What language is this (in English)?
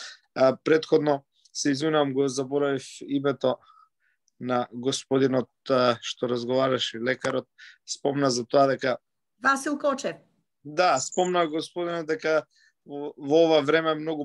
Macedonian